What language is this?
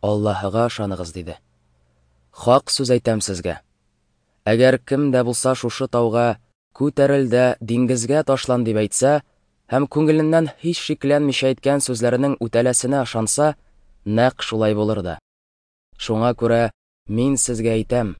Tatar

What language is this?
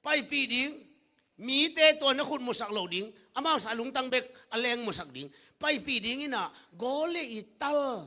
Tedim Chin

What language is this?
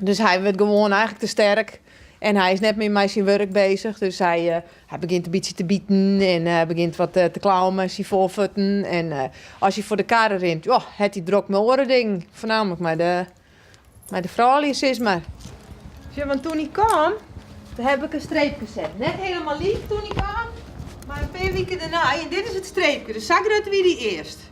Western Frisian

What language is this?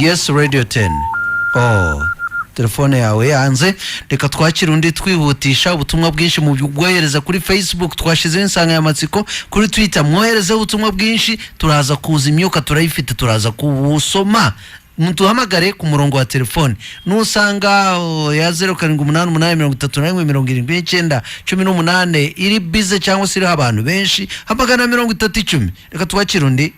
Kinyarwanda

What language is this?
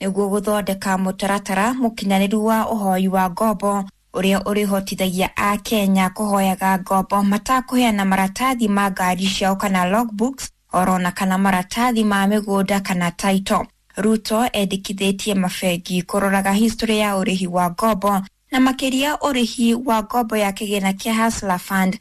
Kikuyu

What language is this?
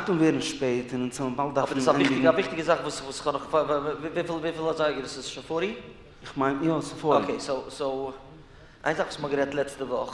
Yiddish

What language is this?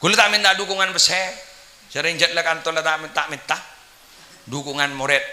Madurese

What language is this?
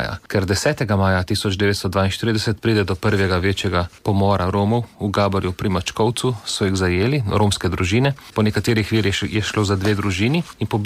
Slovenian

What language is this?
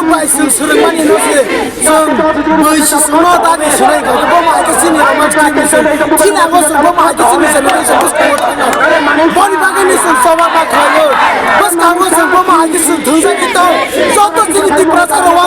Riang (India)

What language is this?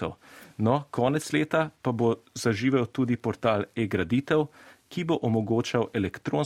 Slovenian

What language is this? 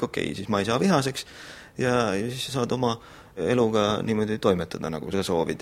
Estonian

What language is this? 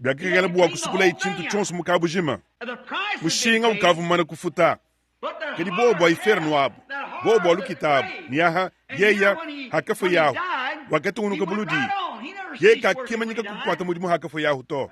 Luba-Lulua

